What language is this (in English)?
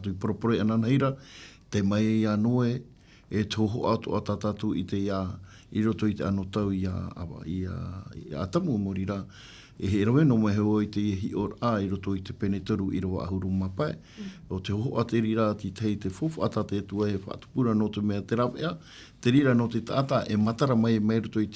Tahitian